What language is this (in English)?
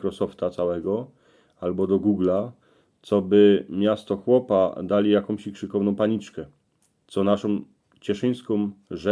Silesian